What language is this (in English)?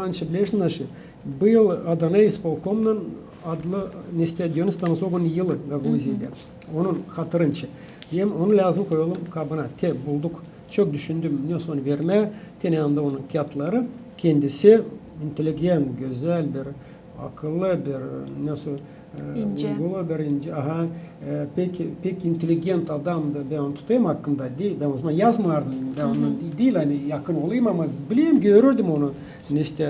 Gagauz